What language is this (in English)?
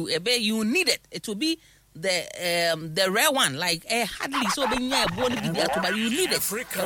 Akan